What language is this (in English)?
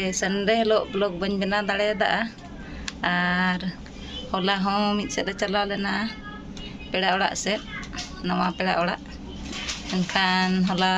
Santali